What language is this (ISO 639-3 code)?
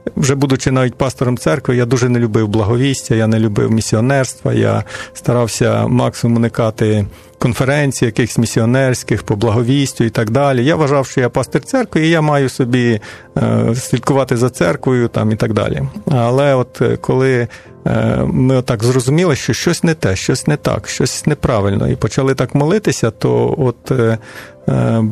ukr